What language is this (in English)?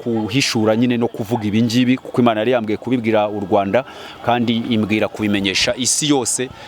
Kinyarwanda